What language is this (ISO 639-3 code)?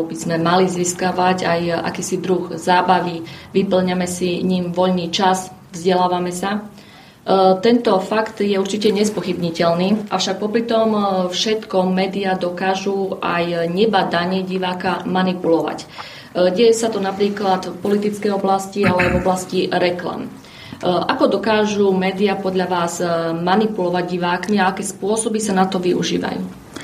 slk